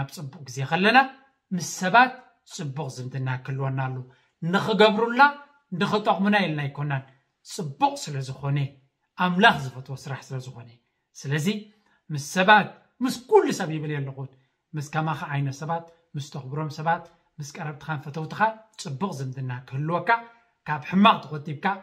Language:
Tigrinya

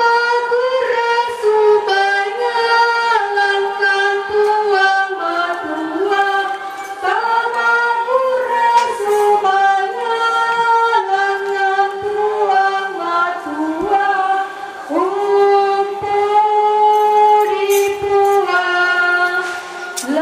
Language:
Toraja-Sa'dan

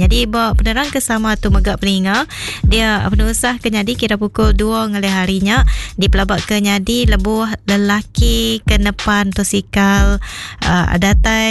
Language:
Iban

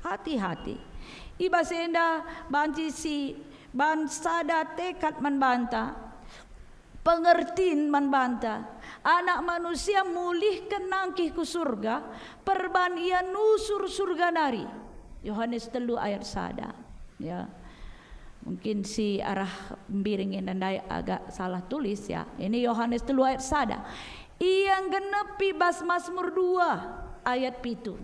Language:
Batak Karo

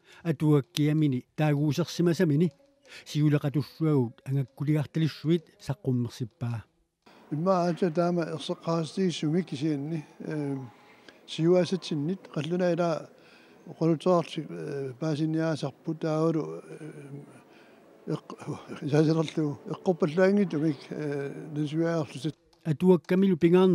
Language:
Kalaallisut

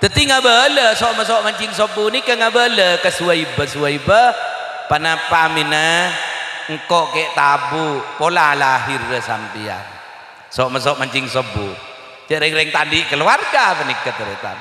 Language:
Madurese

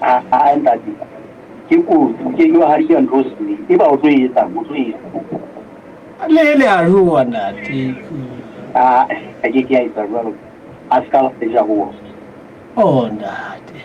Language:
Southern Sotho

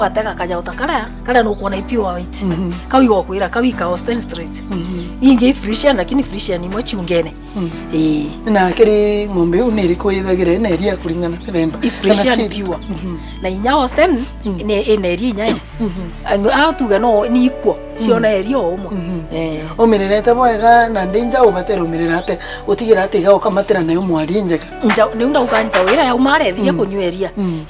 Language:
Meru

